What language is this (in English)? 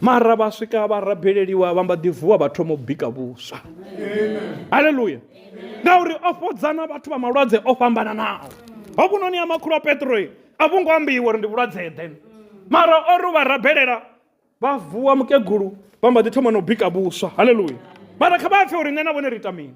Venda